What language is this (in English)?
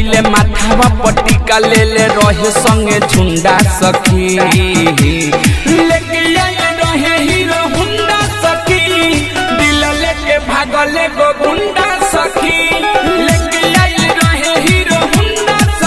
Bhojpuri